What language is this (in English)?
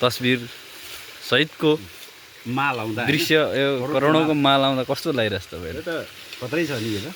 Nepali